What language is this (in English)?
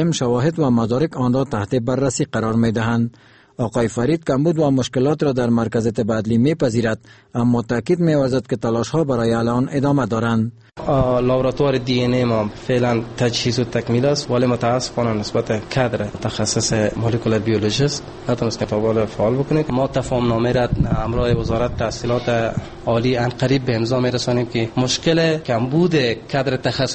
Persian